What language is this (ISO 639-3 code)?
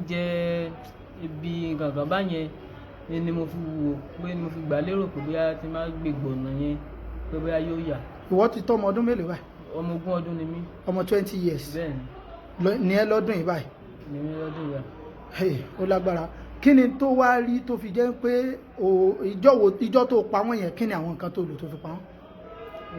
yor